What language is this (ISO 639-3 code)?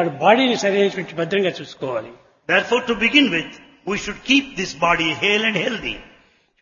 tel